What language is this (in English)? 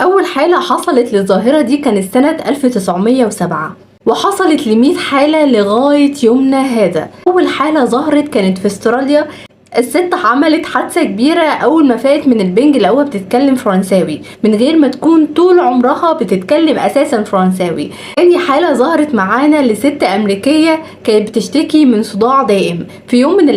Egyptian Arabic